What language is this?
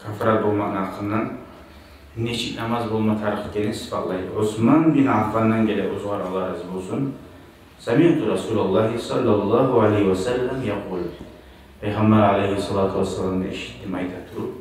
Kumyk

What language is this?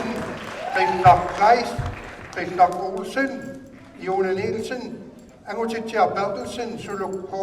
Kalaallisut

